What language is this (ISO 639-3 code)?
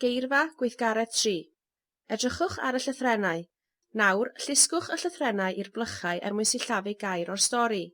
cym